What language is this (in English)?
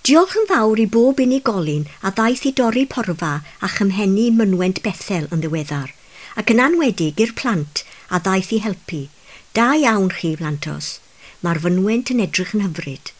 Welsh